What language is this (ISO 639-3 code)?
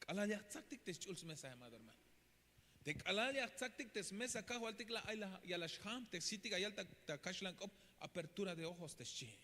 tzh